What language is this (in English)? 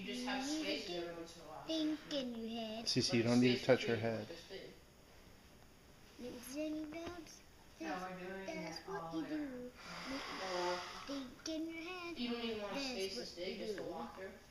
English